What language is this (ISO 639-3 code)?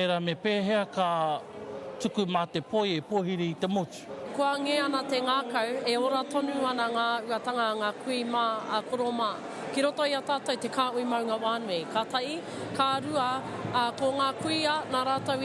mri